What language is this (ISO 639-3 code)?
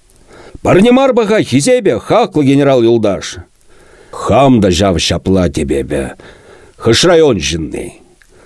chv